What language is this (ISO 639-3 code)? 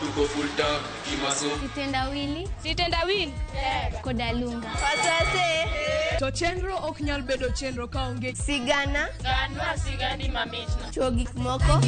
luo